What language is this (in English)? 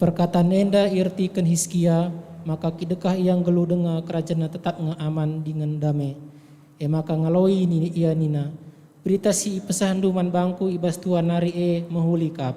Batak Karo